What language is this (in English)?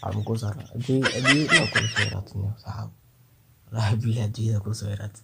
Somali